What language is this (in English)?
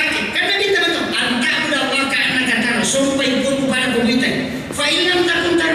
Buginese